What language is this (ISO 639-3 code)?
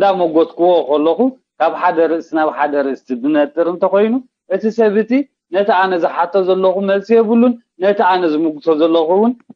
tir